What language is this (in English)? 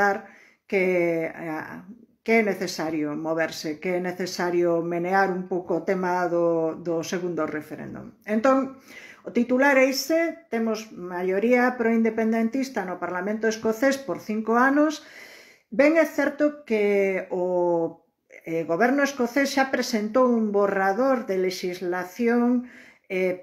Galician